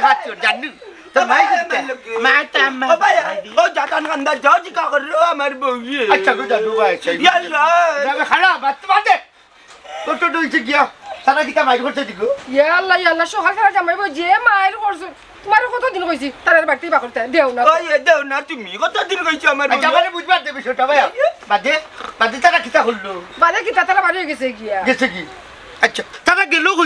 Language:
Sylheti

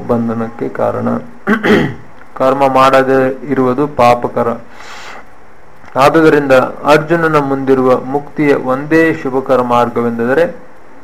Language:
Kannada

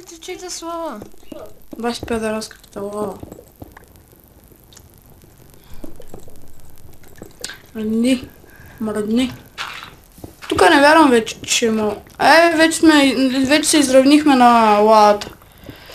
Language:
Bulgarian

